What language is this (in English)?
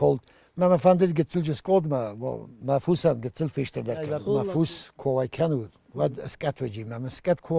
Ossetic